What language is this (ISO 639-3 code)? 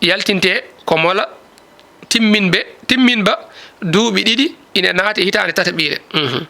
ful